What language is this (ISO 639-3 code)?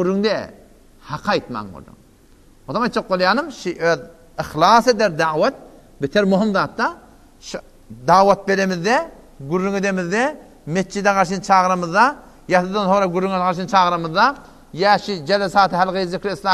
tuk